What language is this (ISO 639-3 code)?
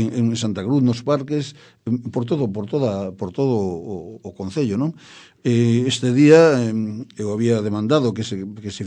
glg